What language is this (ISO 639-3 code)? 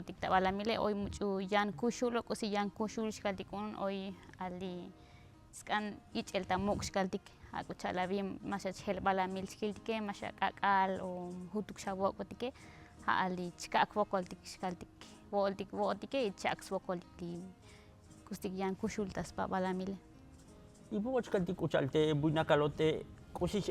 tzo